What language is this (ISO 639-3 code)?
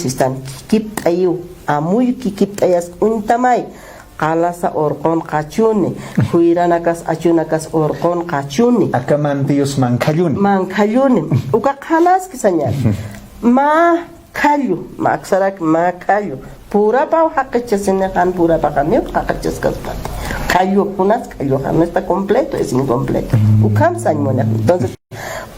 aym